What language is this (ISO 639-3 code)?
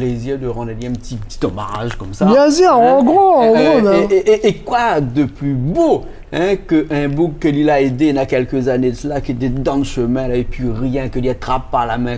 rcf